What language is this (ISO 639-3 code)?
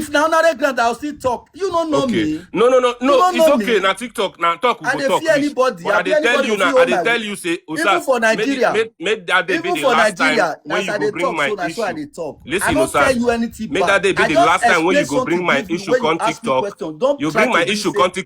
pcm